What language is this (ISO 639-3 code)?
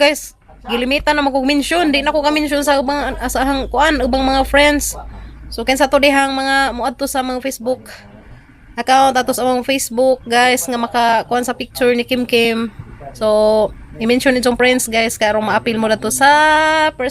ceb